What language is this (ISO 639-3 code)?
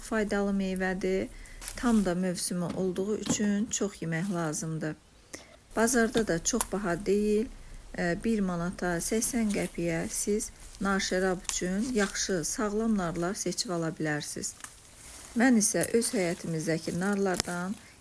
aze